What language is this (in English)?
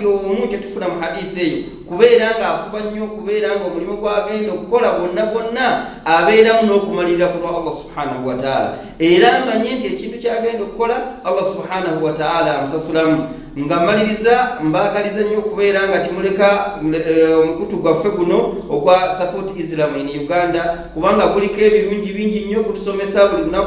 Ganda